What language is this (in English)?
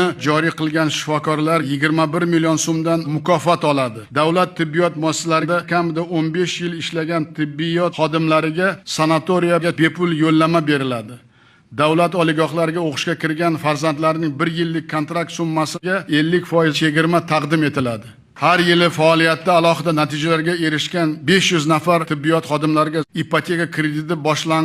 Uzbek